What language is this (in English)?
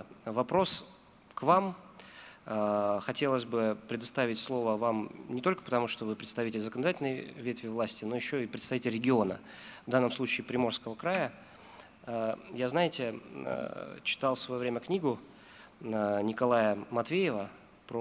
Russian